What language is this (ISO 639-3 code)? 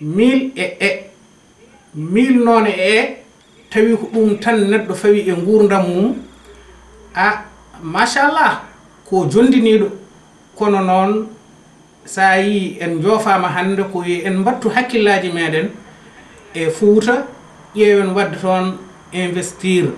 ful